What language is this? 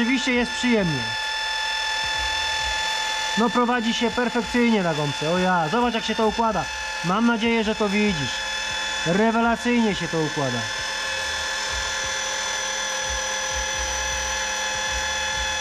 Polish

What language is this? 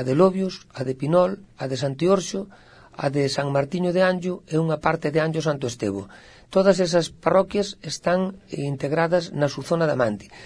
Galician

